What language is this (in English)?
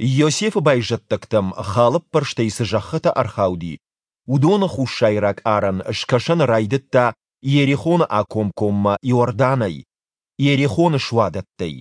Ossetic